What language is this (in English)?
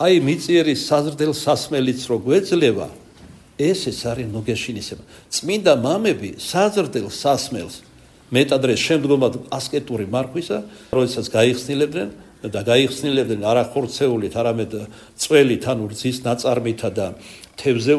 Georgian